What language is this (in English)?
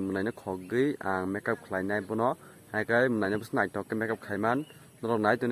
Kok Borok